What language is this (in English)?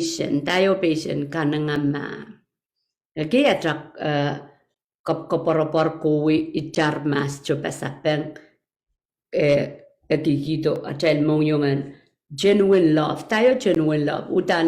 Pohnpeian